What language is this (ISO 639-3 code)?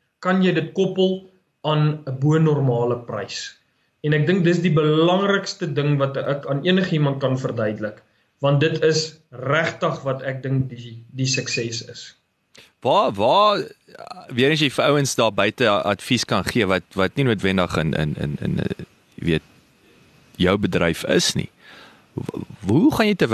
afr